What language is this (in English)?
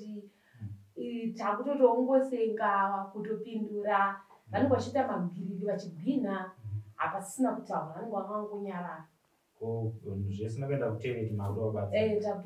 Shona